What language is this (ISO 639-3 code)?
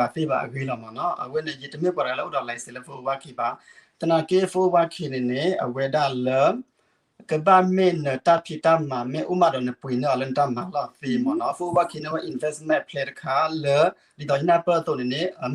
ksw